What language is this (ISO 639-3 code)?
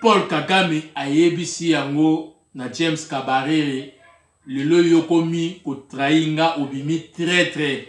lin